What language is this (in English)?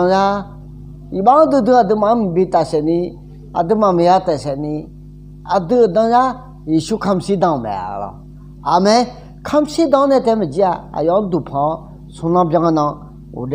Akha